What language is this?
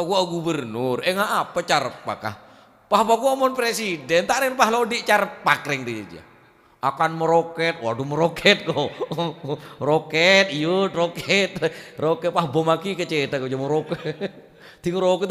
Madurese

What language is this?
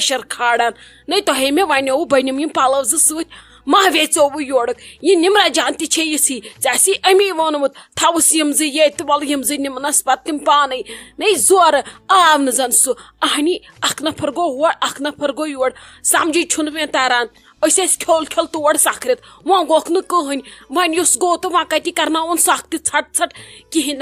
Kashmiri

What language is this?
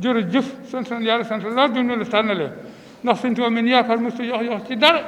Wolof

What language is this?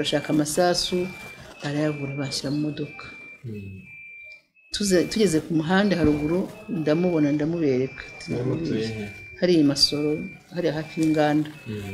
Kinyarwanda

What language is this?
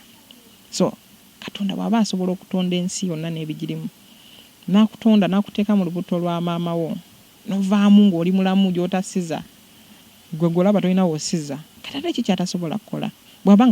Ganda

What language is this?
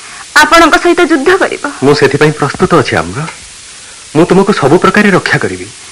Odia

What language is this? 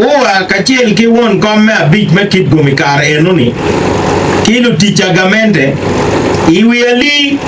Acoli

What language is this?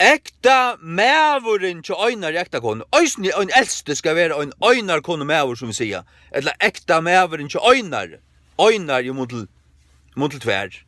Faroese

